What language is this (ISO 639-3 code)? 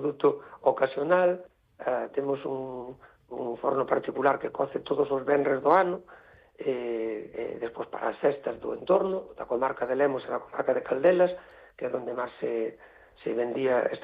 glg